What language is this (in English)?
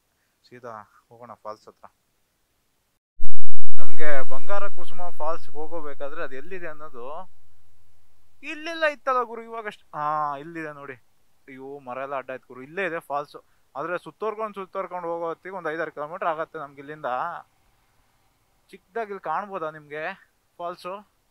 Kannada